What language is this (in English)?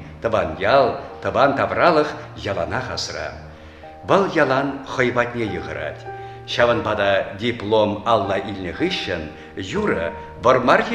Chuvash